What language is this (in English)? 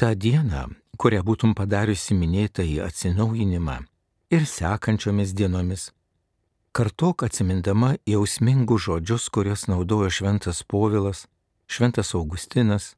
Lithuanian